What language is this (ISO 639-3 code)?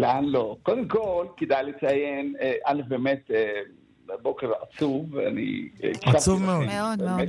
heb